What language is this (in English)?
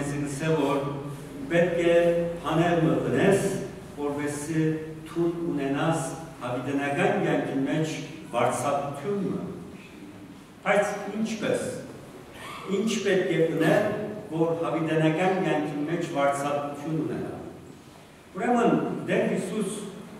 Turkish